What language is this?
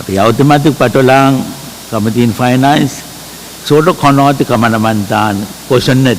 Pohnpeian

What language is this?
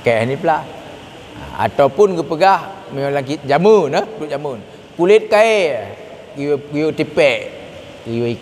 Achinese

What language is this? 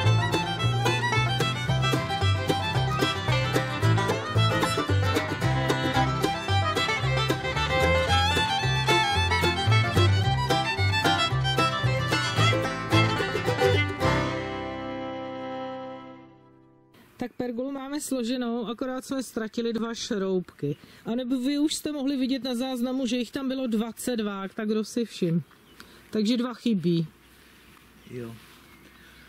Czech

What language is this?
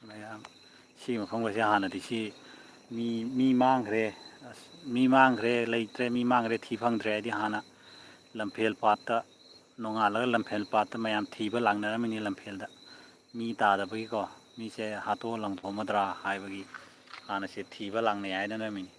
Manipuri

